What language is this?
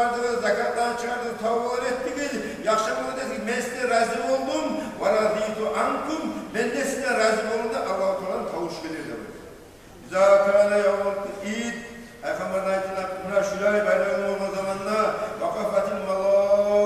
Kumyk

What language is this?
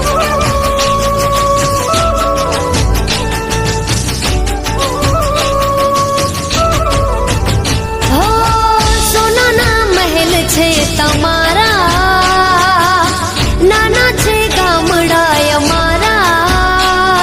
Gujarati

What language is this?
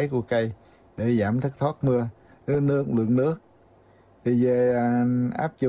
Vietnamese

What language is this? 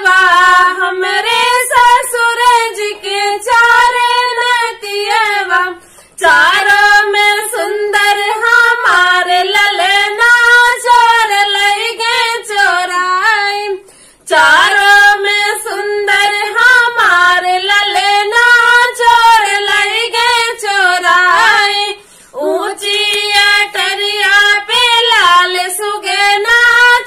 Bhojpuri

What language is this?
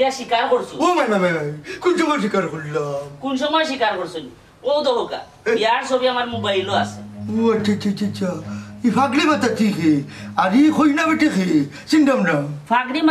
Sylheti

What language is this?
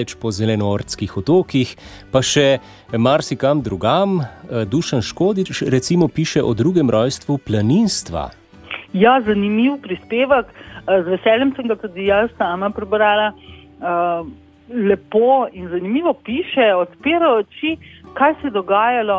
Slovenian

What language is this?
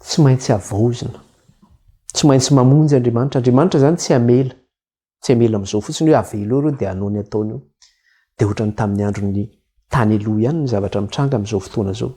Malagasy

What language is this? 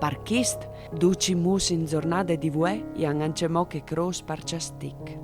Friulian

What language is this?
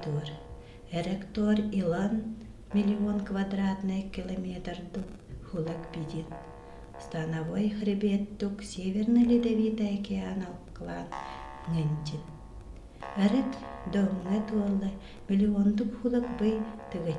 Yakut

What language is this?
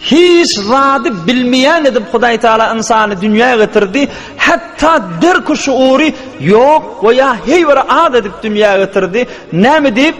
Turkmen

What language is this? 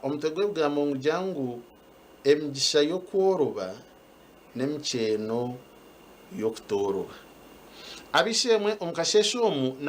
Nyankole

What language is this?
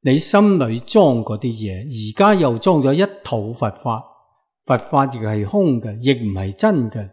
Cantonese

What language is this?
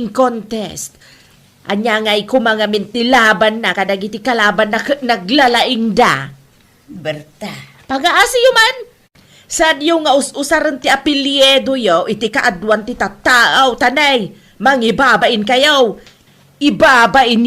Iloko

